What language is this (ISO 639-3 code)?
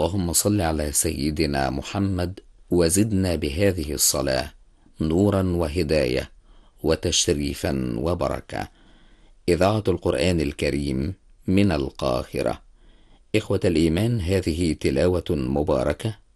ara